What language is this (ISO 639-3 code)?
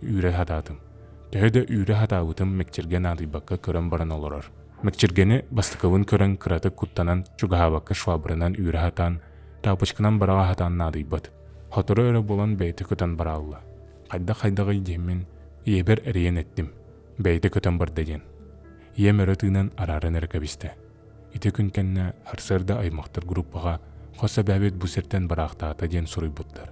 sah